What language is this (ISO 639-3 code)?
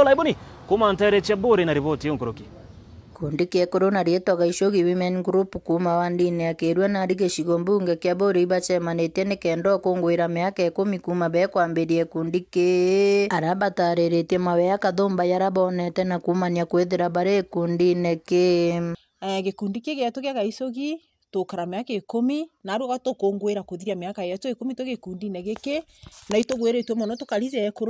mer